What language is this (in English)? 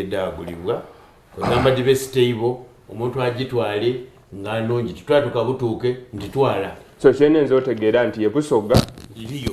Soga